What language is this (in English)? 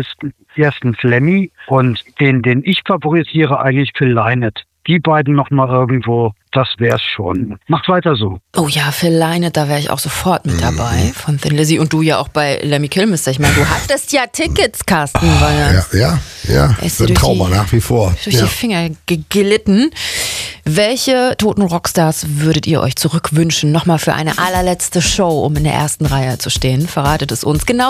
German